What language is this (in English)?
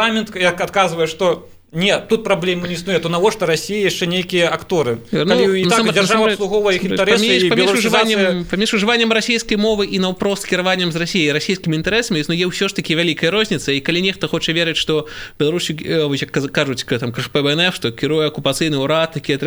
Belarusian